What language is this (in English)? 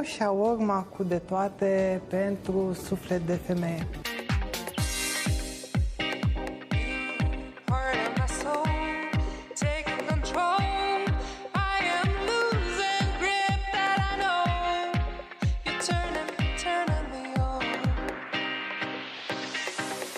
Romanian